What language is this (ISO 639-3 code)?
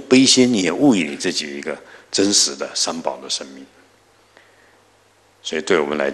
zho